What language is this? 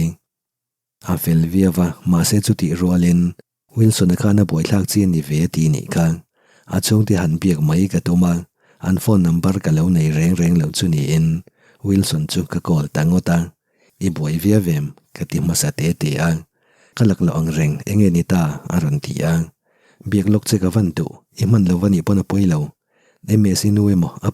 Mizo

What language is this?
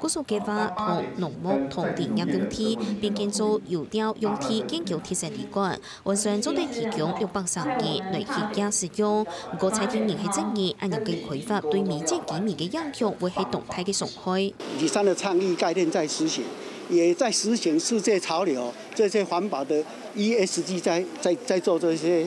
Hakka Chinese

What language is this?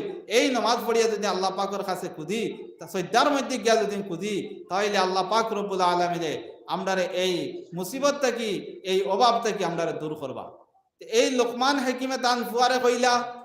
Sylheti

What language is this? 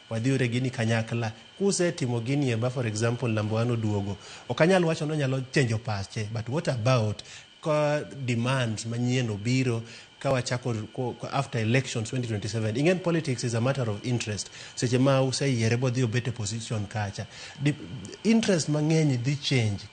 Luo (Kenya and Tanzania)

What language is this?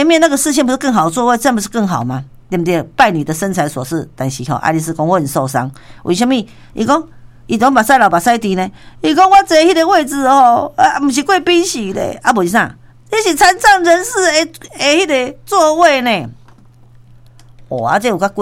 Min Nan Chinese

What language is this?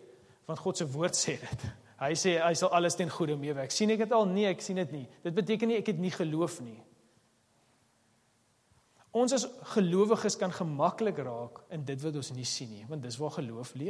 Afrikaans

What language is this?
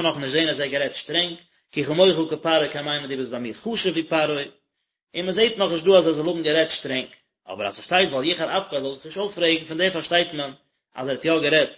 Yiddish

